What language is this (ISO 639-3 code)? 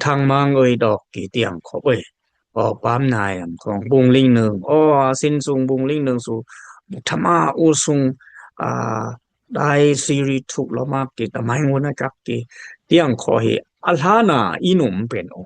dis